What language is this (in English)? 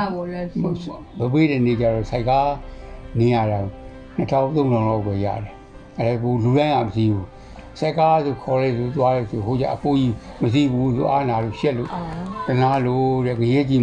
Burmese